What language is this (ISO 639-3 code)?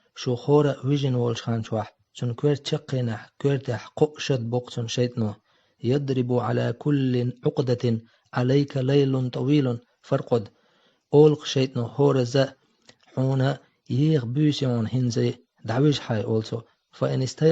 che